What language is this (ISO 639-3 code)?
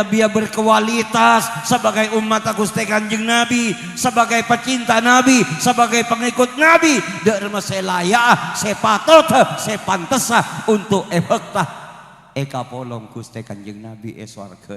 mad